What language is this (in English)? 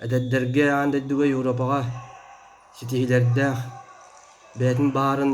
Yakut